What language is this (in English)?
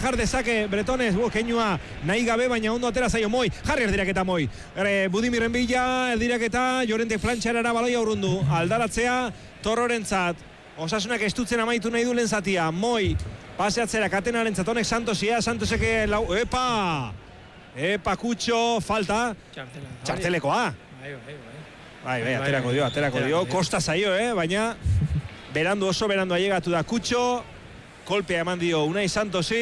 Basque